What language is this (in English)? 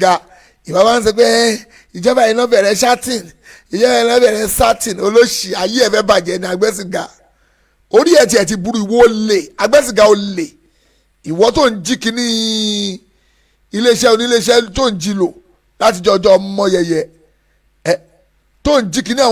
Yoruba